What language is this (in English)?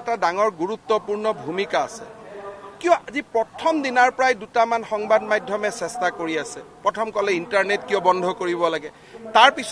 Assamese